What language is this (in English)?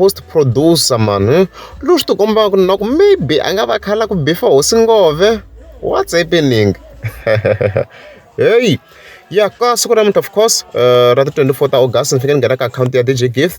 Tsonga